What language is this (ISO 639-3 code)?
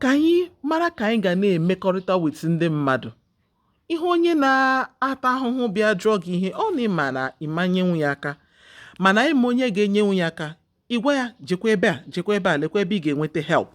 ibo